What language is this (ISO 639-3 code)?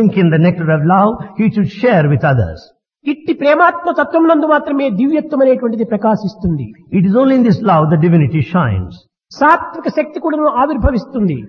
tel